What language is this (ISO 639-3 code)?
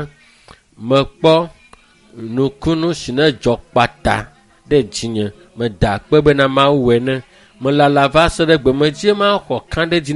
ewe